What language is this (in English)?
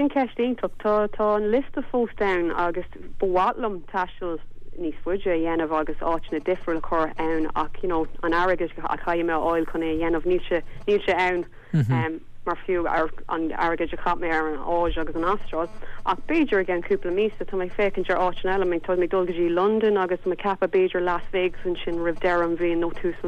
Irish